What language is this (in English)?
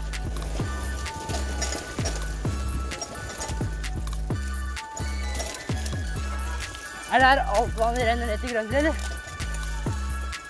Norwegian